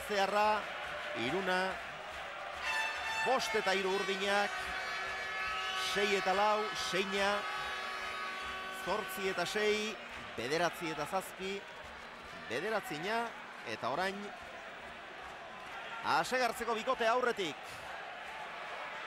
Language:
Basque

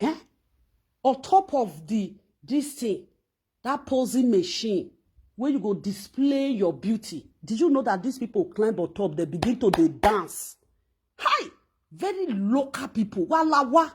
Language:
Nigerian Pidgin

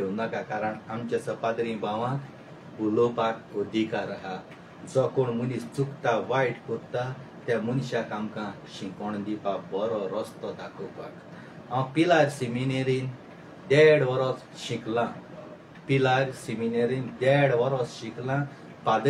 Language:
Konkani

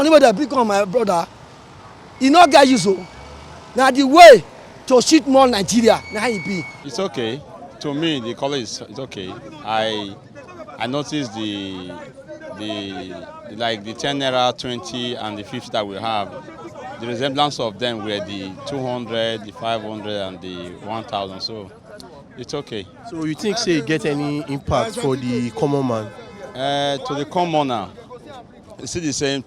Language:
Nigerian Pidgin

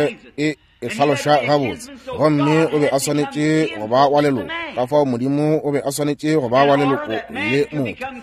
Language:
Northern Sotho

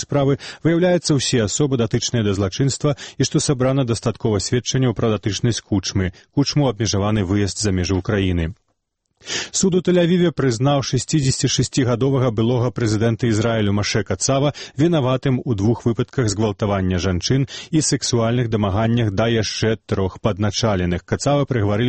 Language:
Belarusian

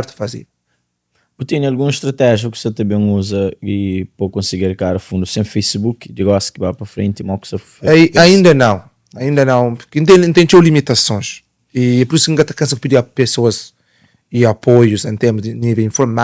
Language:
Kabuverdianu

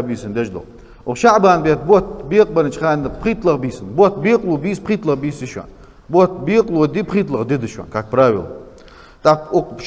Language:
Ingush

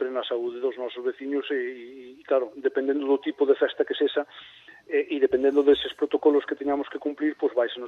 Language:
Galician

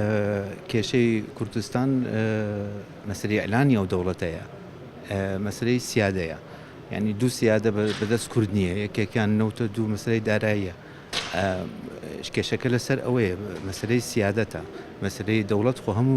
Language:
Central Kurdish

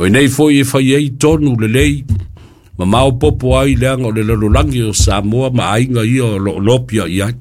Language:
Samoan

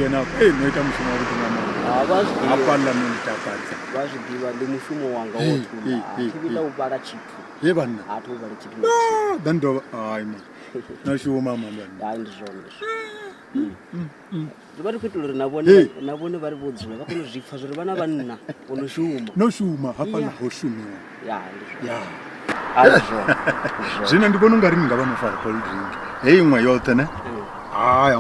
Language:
Venda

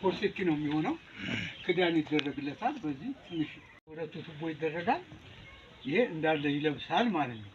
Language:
Amharic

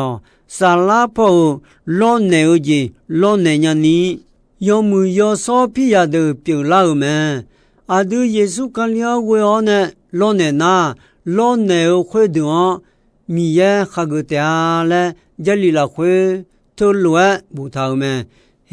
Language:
Akha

